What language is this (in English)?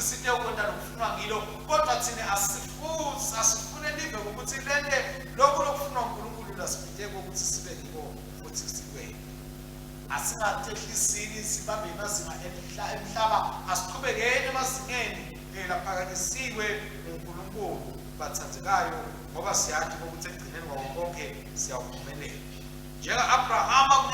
Swati